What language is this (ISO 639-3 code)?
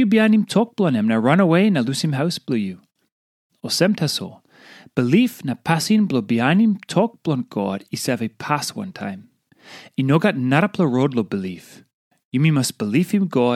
tpi